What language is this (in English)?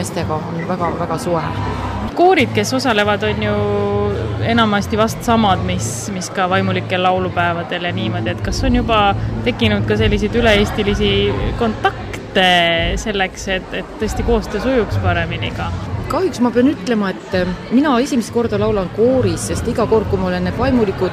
Estonian